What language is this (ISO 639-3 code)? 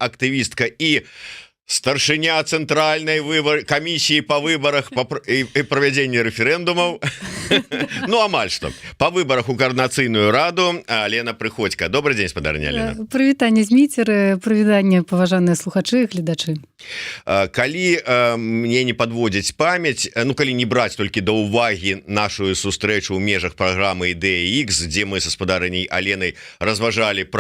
bel